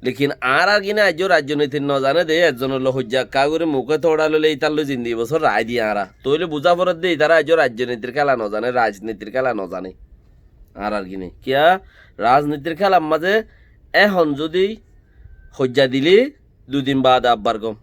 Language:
Rohingya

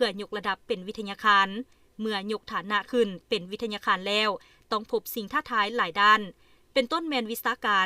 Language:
Lao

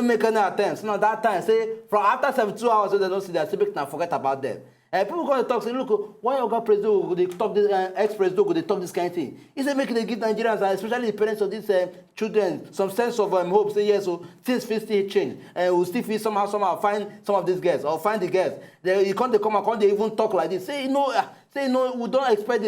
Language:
Nigerian Pidgin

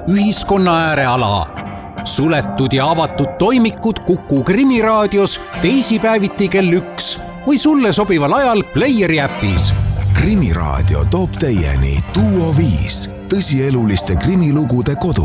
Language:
Estonian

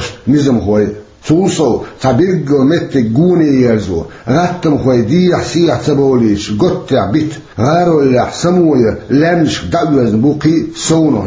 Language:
Chechen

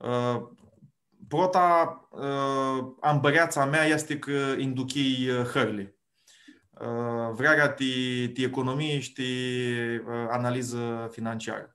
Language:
Aromanian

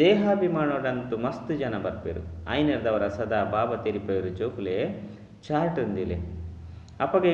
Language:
Tulu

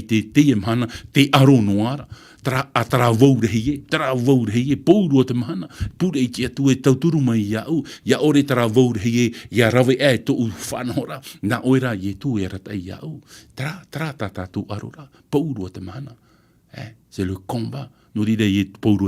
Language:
Tahitian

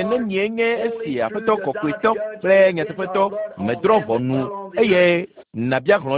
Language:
Ewe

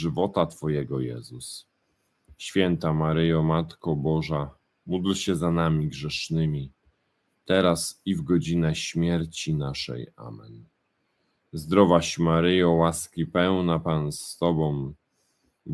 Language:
Polish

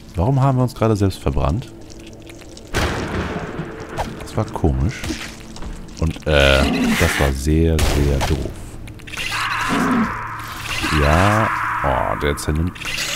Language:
German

